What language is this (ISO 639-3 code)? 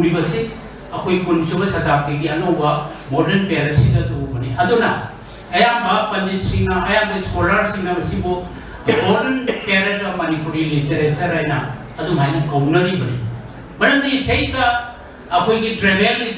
mni